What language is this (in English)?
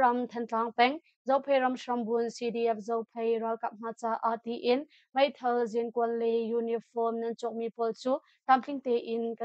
Hakha Chin